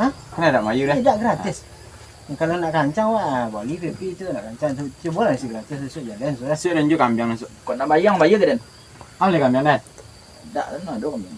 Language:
Minangkabau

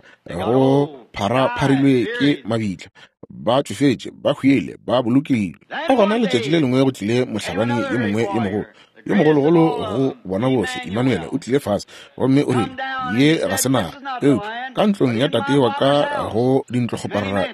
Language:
Northern Sotho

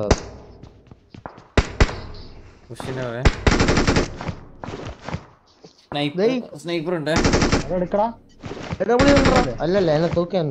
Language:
Malayalam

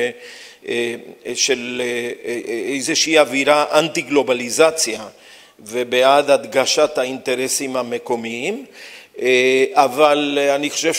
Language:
Hebrew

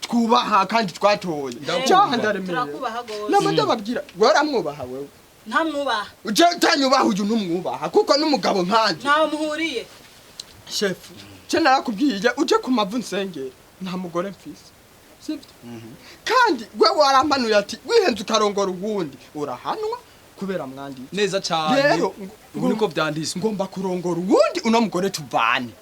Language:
Rundi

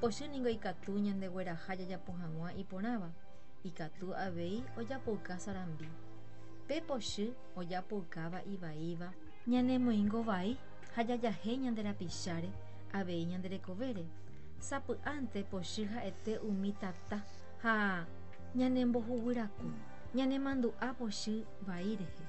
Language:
Guarani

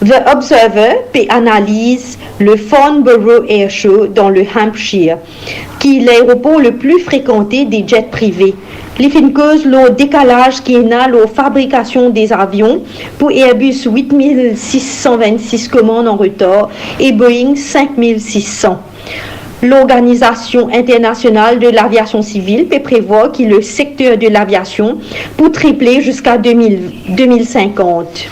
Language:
Morisyen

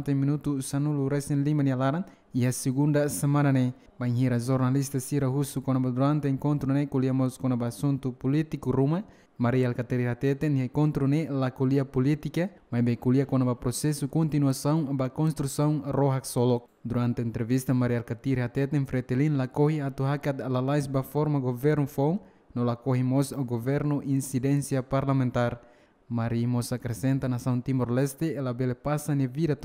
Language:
Tetum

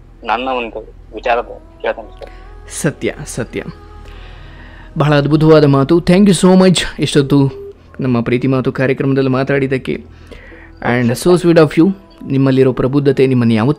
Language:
Kannada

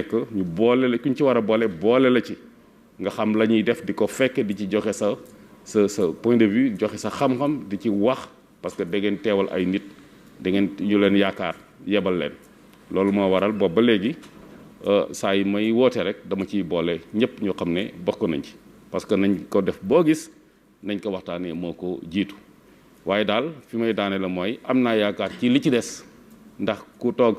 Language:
Wolof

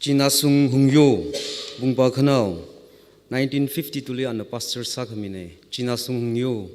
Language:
Tangkhul Naga (India)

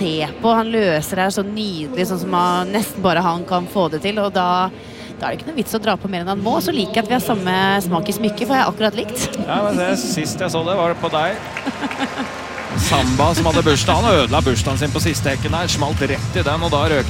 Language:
Norwegian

